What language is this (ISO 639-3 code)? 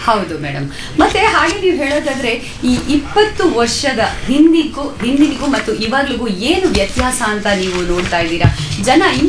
kan